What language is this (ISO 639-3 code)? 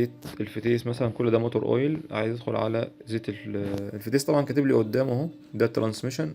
arz